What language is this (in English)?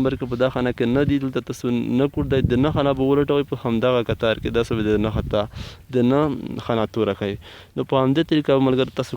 Pashto